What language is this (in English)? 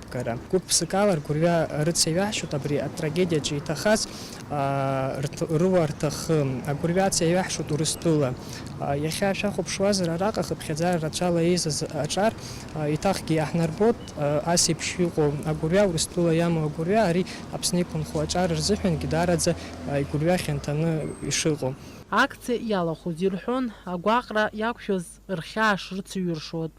Abkhazian